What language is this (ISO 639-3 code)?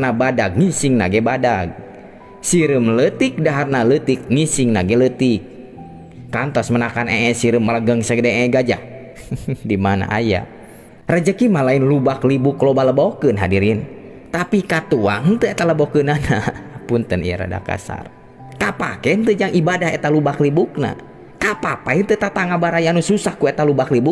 sun